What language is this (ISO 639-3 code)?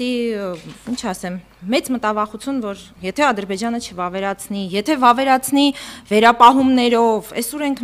hye